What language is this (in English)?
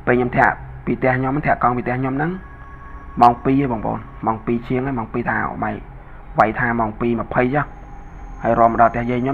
Khmer